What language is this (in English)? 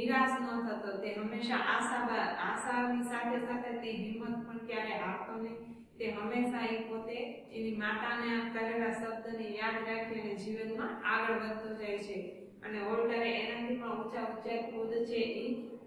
Gujarati